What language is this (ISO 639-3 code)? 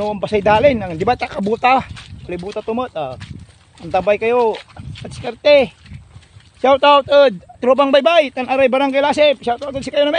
pag